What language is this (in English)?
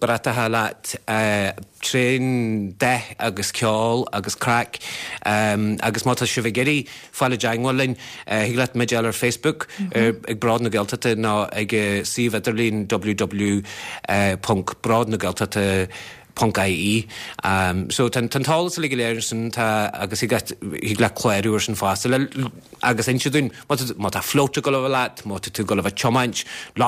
Irish